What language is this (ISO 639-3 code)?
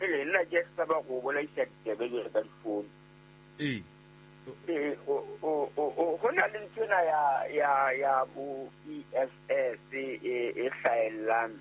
sot